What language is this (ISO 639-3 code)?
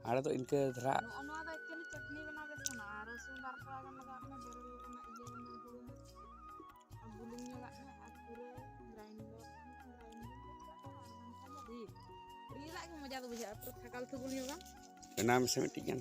sat